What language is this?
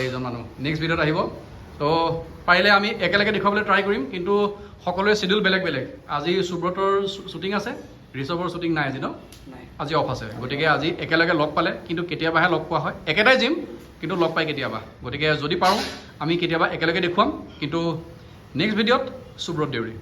Assamese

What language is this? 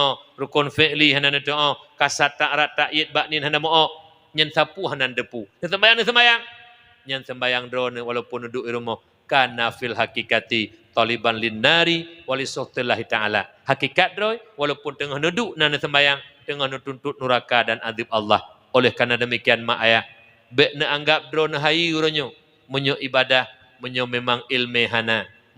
Achinese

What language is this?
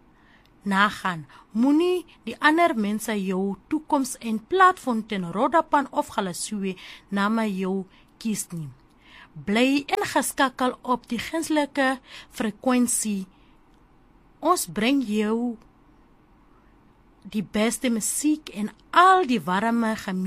Afrikaans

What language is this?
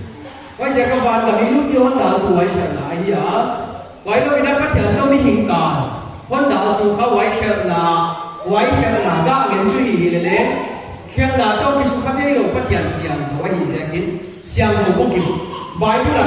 Paite Chin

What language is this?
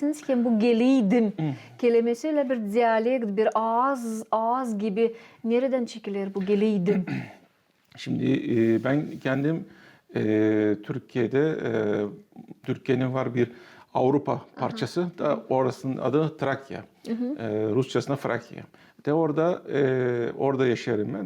Gagauz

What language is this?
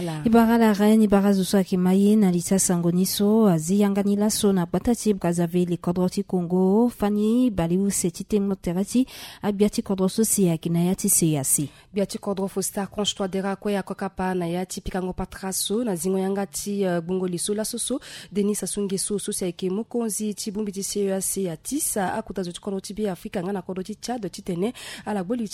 Sango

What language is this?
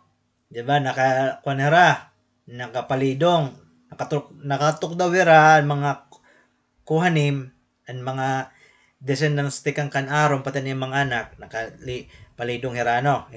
Waray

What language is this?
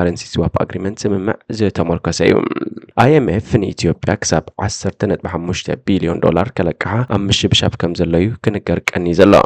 Tigrinya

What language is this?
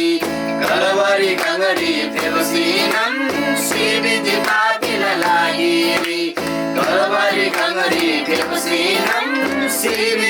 Eastern Tamang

